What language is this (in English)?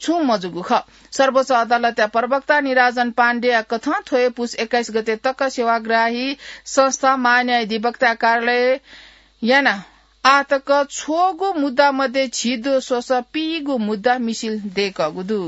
Newari